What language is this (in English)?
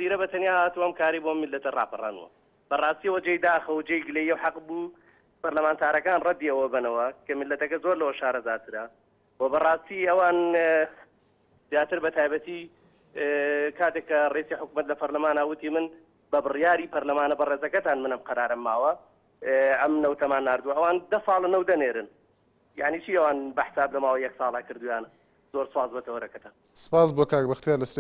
Central Kurdish